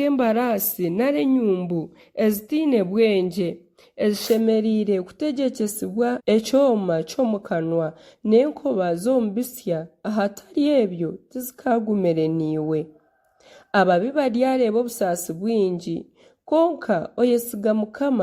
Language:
Nyankole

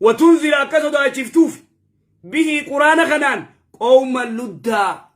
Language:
Oromo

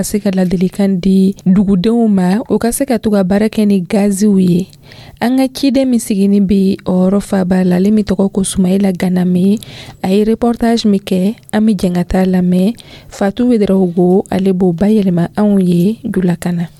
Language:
Dyula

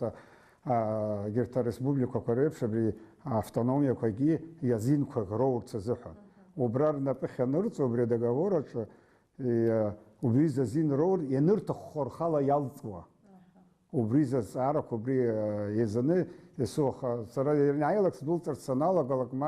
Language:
Abkhazian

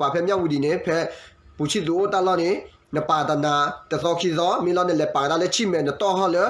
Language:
S'gaw Karen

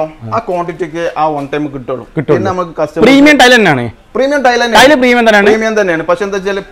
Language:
Malayalam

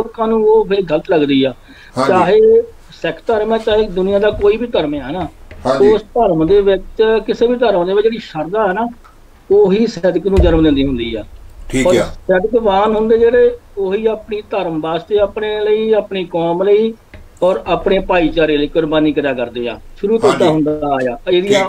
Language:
Punjabi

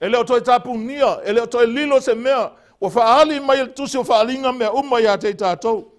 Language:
Samoan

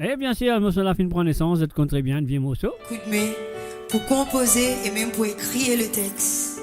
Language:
Morisyen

